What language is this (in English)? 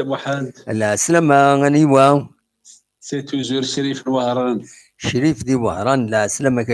Kabyle